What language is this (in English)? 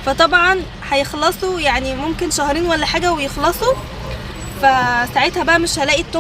Egyptian Arabic